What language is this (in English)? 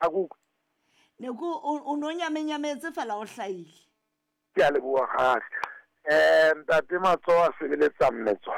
Southern Sotho